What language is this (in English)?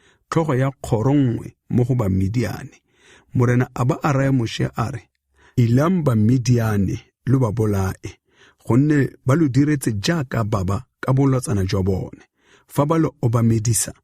Tswana